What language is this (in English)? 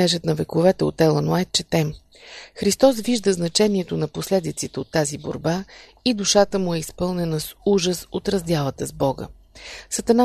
Bulgarian